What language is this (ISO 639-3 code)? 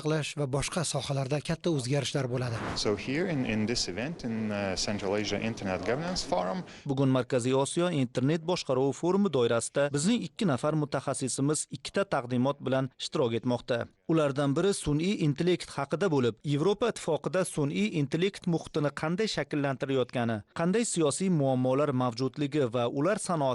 uzb